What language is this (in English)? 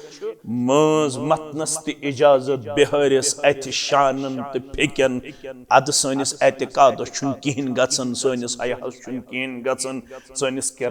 Kashmiri